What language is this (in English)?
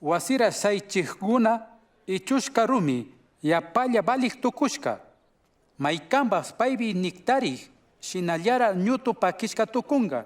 Chimborazo Highland Quichua